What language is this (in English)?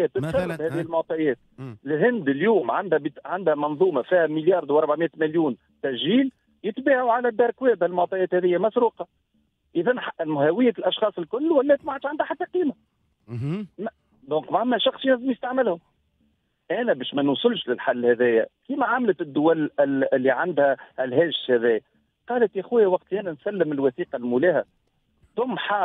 Tunisian Arabic